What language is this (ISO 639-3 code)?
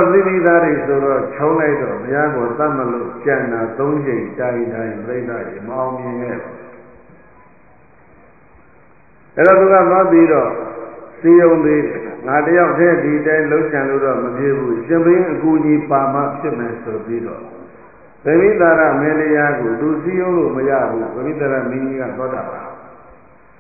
mya